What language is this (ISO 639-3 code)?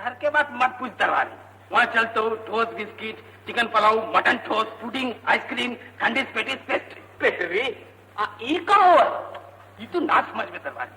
mag